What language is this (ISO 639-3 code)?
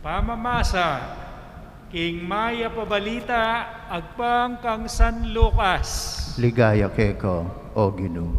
pam